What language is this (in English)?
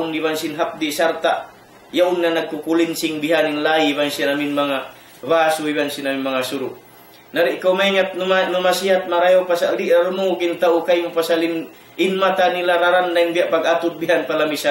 Tausug